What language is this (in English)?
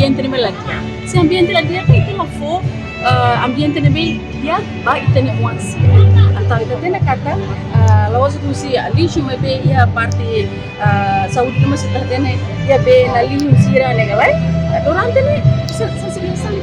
Tetum